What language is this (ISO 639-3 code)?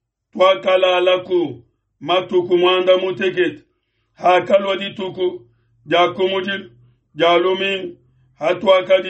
lua